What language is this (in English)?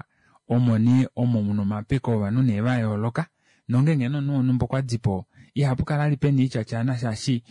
Kuanyama